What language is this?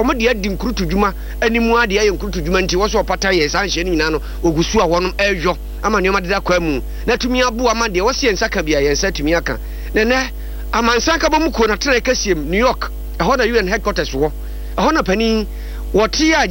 Akan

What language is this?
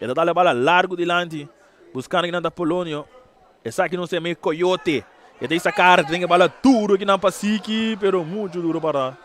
Papiamento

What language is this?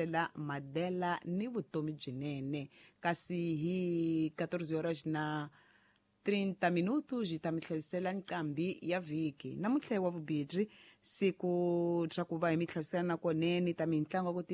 Tsonga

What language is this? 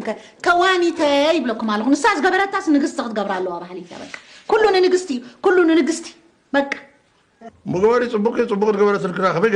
Tigrinya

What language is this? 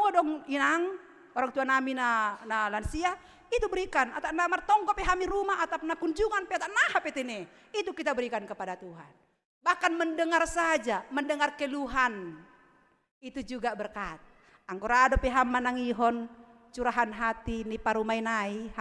Batak Simalungun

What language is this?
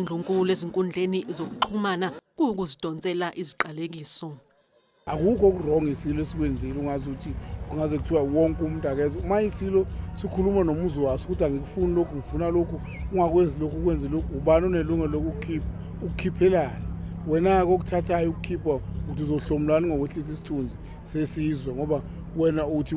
Zulu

